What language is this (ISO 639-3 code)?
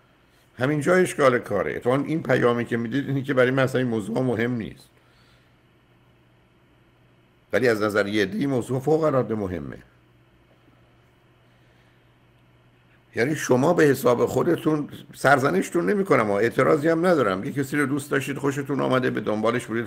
fas